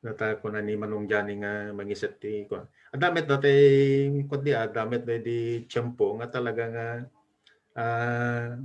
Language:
Iloko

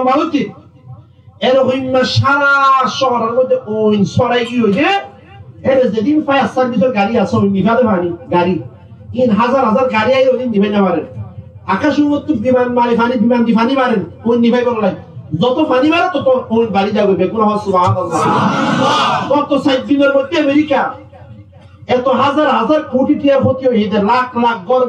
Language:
Rohingya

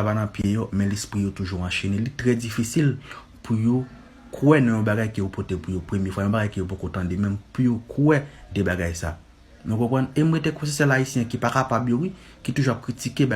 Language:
Haitian Creole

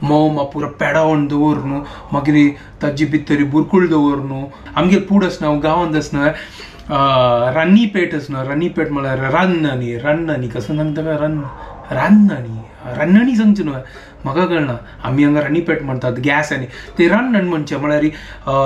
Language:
Konkani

